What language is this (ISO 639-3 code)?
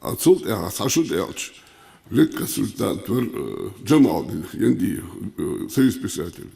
inh